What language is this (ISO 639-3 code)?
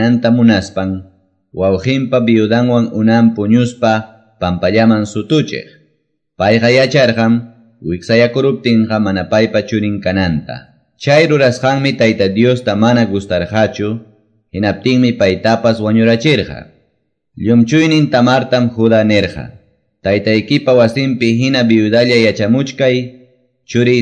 que